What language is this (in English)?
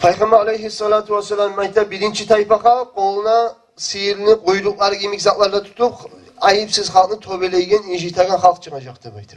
Kumyk